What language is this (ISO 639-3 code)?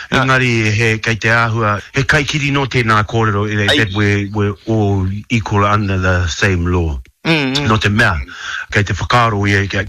mri